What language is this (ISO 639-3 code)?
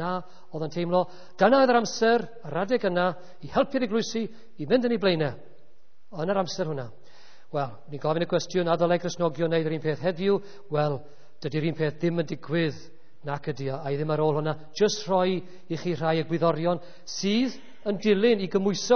cym